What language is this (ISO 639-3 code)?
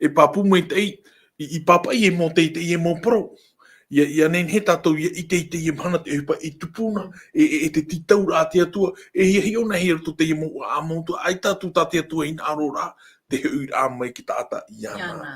tah